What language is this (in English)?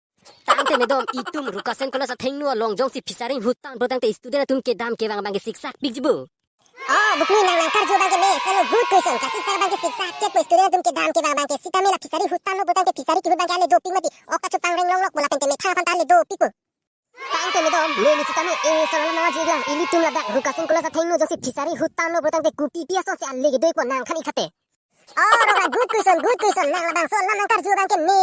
Karbi